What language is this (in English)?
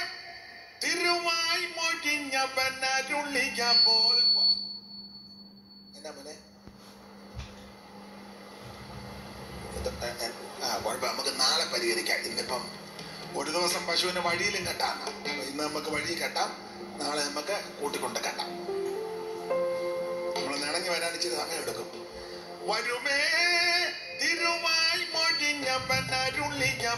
Malayalam